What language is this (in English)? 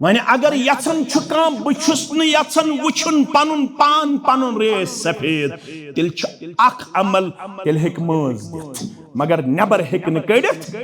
Kashmiri